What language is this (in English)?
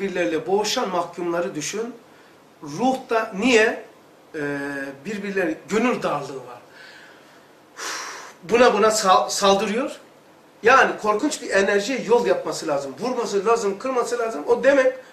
Turkish